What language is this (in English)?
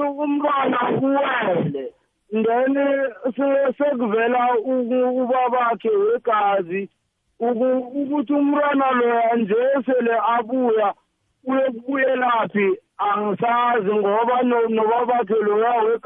South Ndebele